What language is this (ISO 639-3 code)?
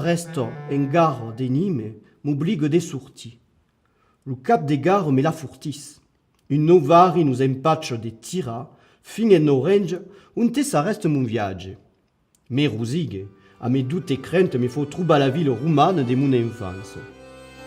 oci